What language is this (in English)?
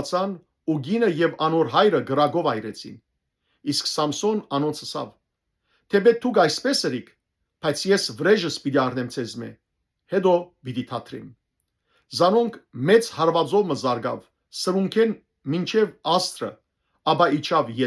Western Armenian